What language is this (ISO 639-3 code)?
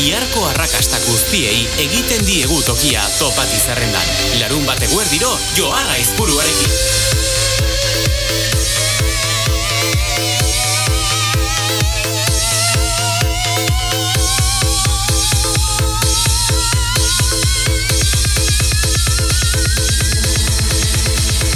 eus